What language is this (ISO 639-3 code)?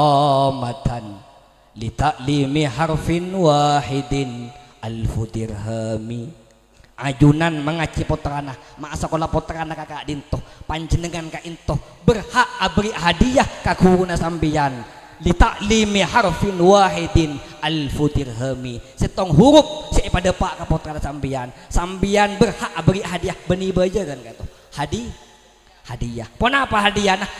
mad